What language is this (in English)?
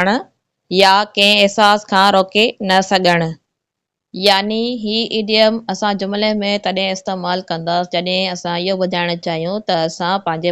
Sindhi